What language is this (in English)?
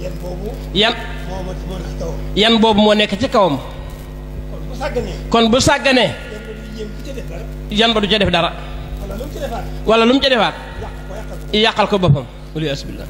Wolof